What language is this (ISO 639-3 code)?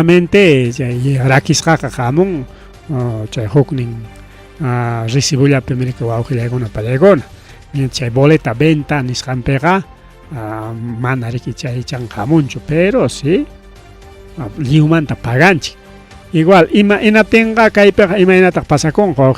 quy